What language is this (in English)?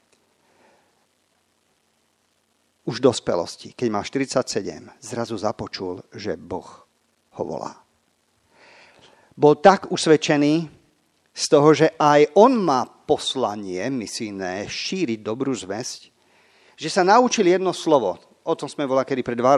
Slovak